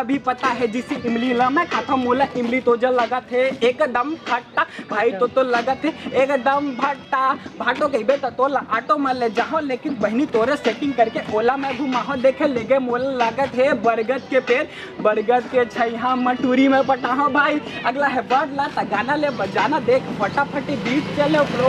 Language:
Chhattisgarhi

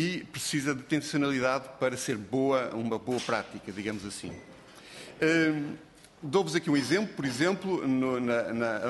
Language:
Portuguese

